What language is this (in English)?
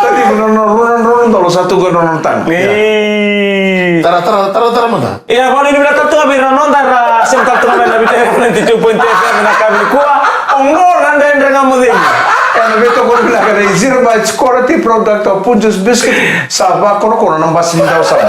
Fijian